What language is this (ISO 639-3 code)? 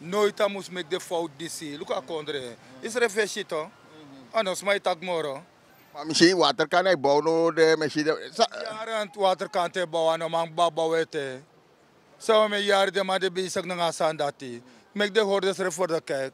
srn